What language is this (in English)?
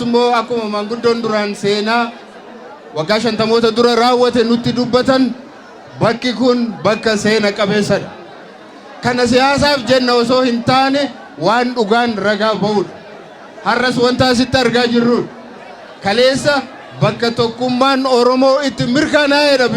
Oromo